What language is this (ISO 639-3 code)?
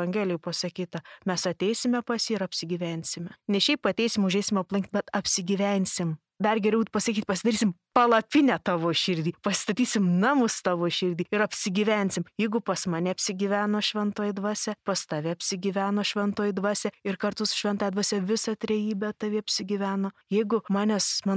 lit